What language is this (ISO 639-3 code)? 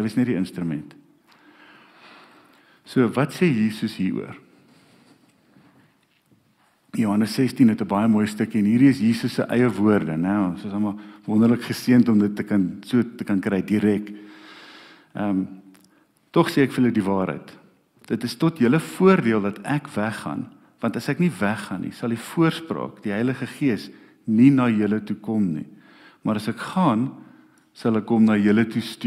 afr